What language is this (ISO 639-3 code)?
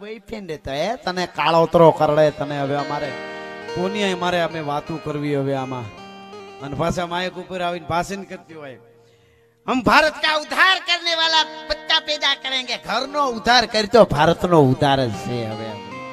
guj